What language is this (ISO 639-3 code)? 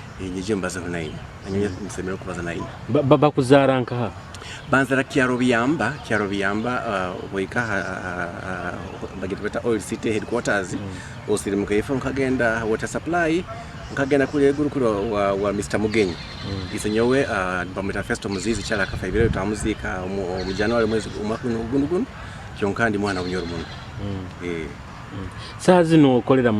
nyo